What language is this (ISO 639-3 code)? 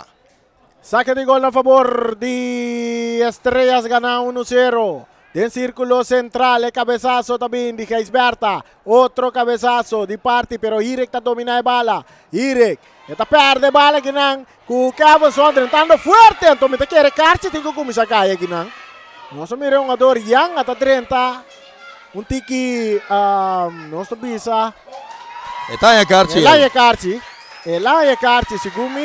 pap